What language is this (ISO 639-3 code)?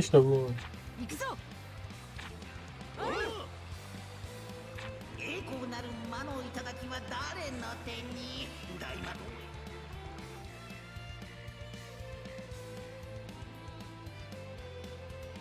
jpn